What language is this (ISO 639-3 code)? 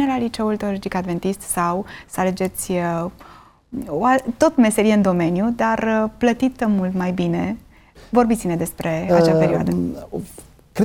ron